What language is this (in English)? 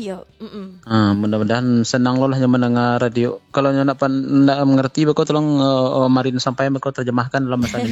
Minangkabau